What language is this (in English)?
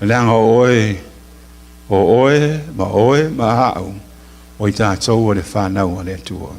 Samoan